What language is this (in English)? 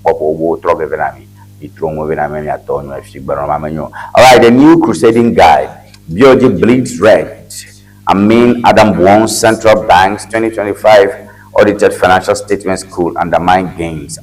Ewe